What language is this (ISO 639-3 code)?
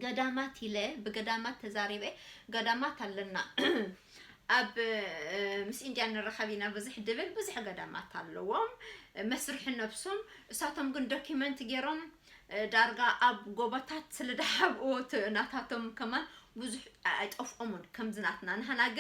tir